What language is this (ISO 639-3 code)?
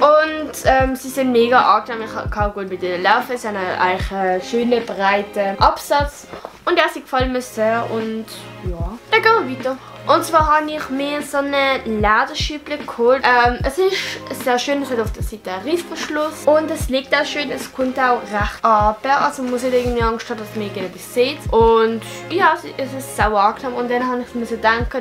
gsw